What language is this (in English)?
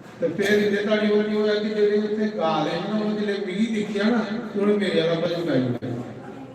Dogri